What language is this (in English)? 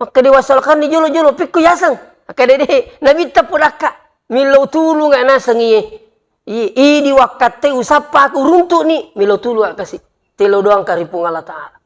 Buginese